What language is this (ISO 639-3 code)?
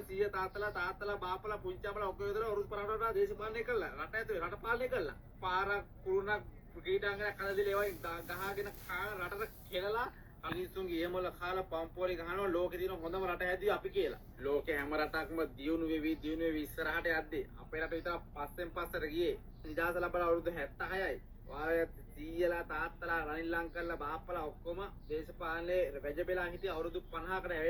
sin